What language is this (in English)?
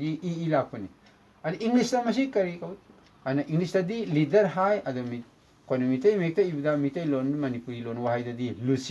Manipuri